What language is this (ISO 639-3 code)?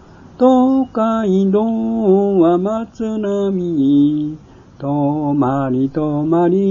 jpn